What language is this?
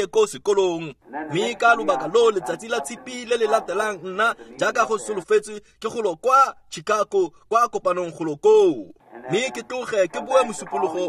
Tswana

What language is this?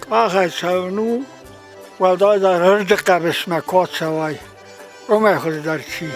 Ossetic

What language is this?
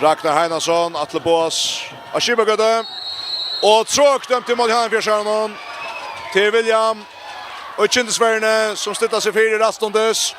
Faroese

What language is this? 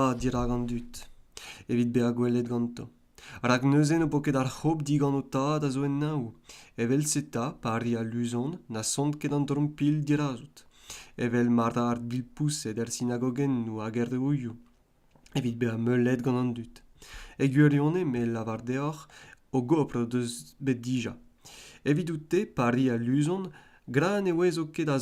Breton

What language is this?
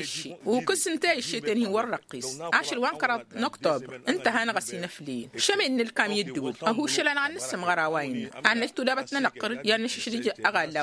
Tamasheq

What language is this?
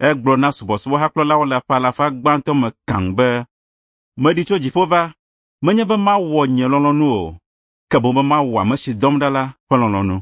Ewe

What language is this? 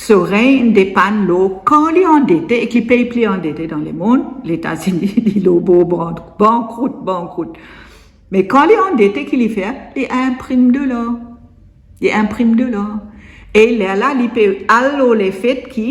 Morisyen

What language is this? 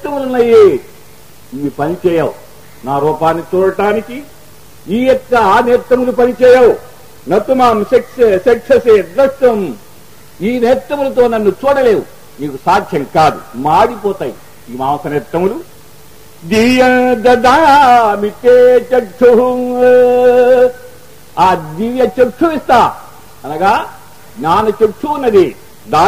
Telugu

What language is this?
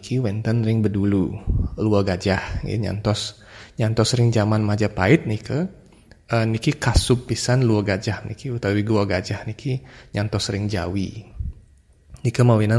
Balinese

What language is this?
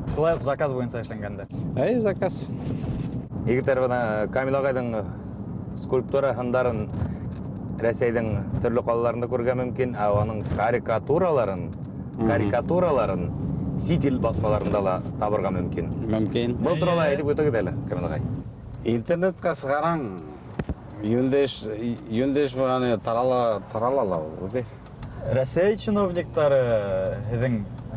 Bashkir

